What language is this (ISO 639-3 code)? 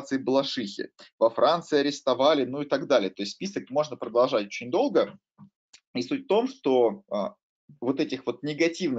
rus